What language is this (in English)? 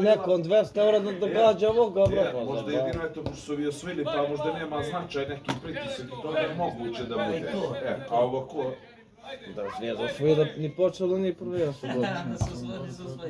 Bosnian